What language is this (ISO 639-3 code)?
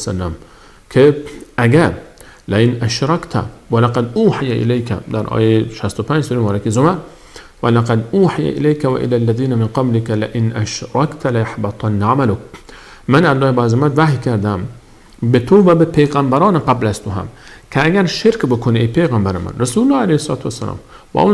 fas